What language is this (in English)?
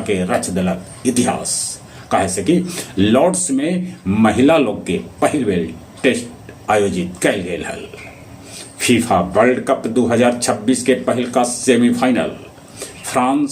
Magahi